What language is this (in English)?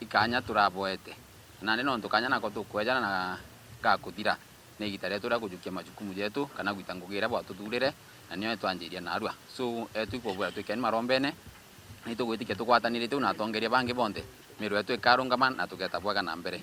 Meru